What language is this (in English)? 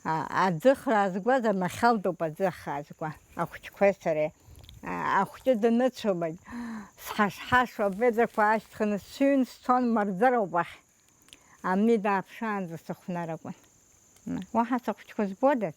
Abkhazian